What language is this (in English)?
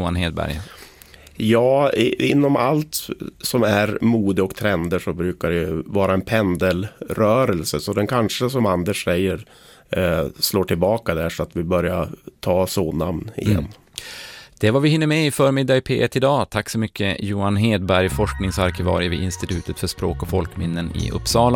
Swedish